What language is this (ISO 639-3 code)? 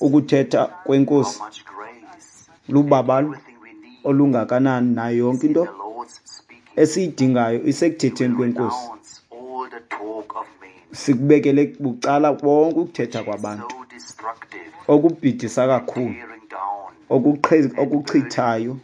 xho